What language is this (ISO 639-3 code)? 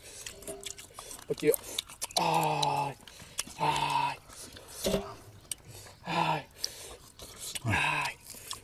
vie